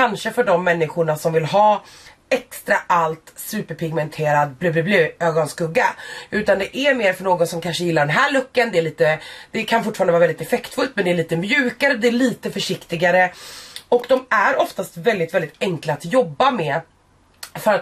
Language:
Swedish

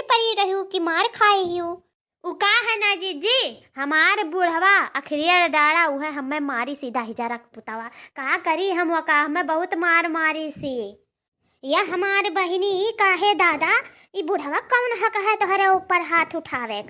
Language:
Awadhi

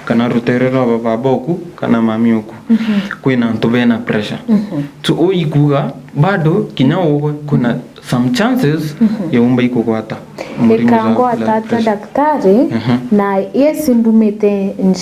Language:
Meru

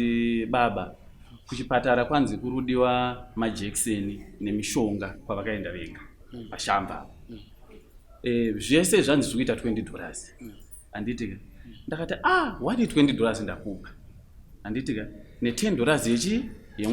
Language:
Shona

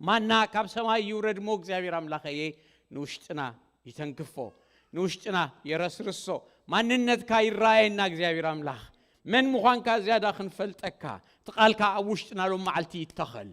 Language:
Tigrinya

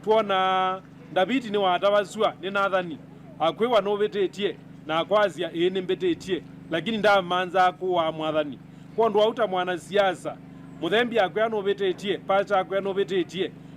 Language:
Kamba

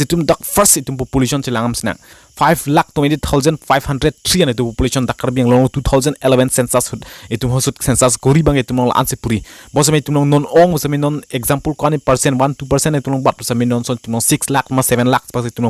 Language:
Karbi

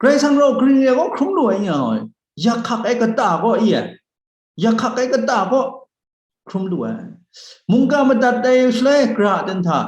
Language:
Kachin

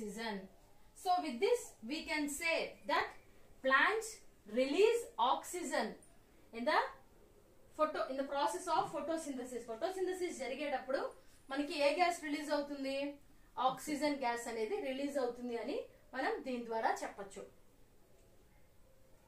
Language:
Telugu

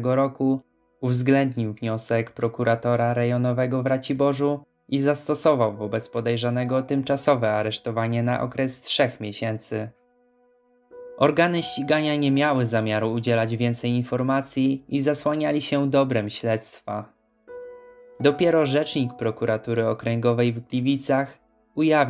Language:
Polish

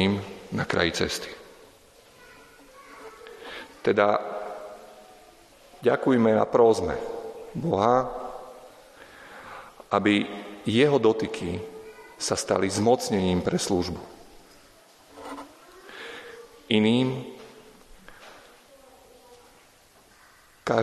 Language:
Slovak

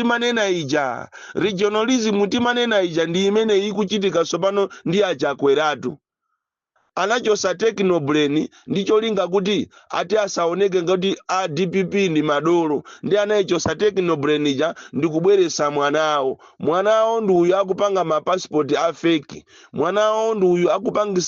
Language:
Nyanja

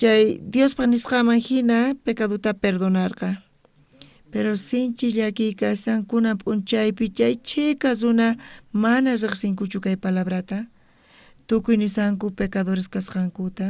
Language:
South Bolivian Quechua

